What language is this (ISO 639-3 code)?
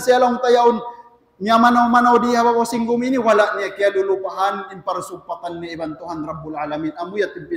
tsg